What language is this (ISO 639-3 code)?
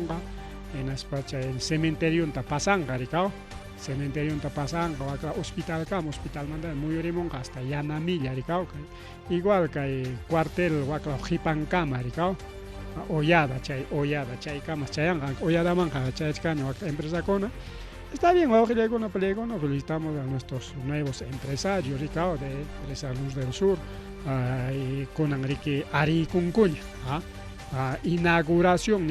quy